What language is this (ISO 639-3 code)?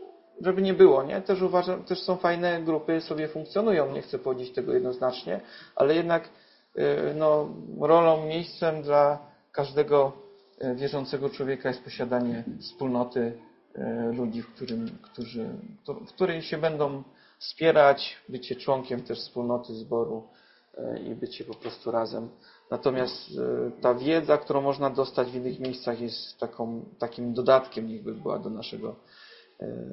pol